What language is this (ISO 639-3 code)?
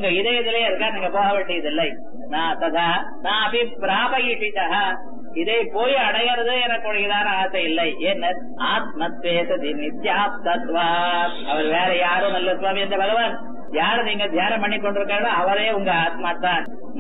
tam